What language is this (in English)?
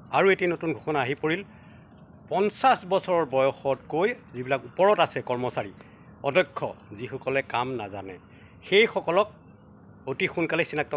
Assamese